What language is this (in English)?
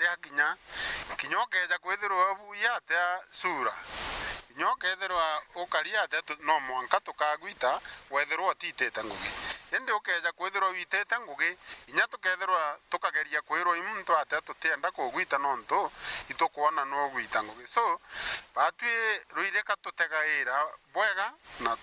Meru